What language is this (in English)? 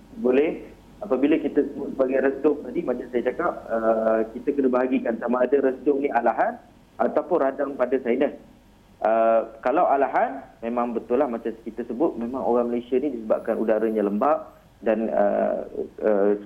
Malay